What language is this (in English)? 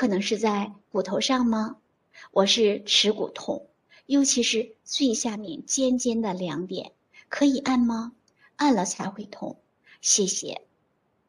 Chinese